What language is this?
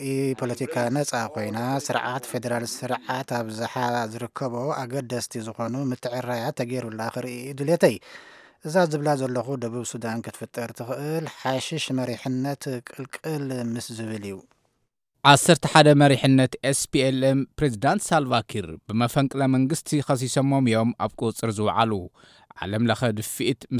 Tigrinya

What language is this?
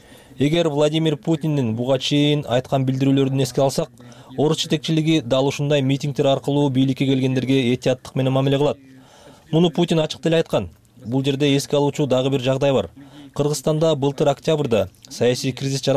Kyrgyz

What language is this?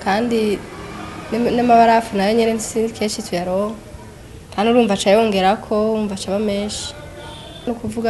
Rundi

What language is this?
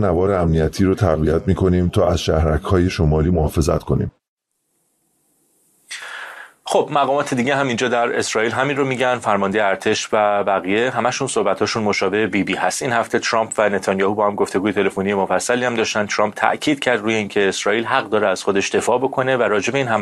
Persian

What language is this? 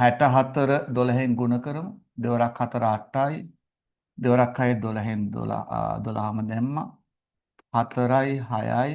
Sinhala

